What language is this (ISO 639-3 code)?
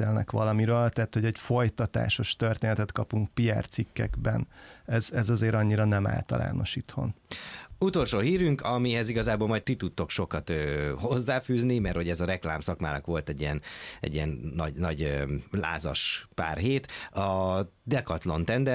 hun